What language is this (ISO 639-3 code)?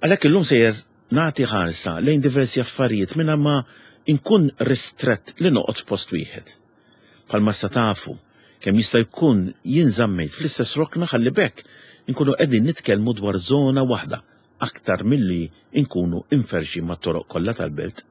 mlt